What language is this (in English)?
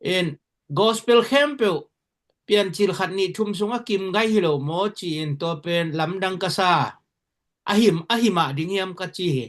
Tedim Chin